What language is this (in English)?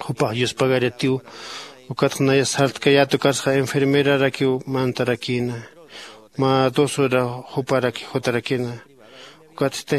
Aymara